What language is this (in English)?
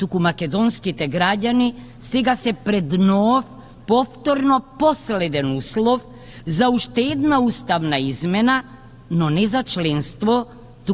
Macedonian